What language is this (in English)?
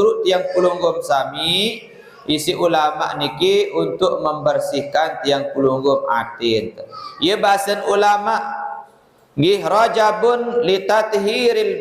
Sasak